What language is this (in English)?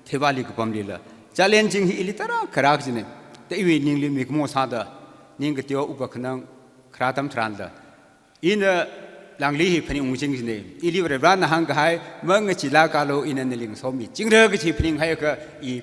Tangkhul Naga (India)